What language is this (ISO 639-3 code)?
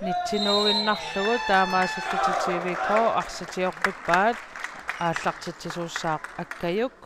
kal